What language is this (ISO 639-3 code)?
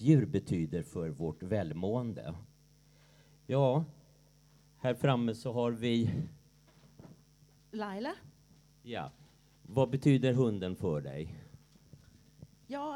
swe